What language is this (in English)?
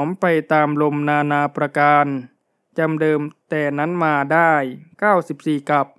Thai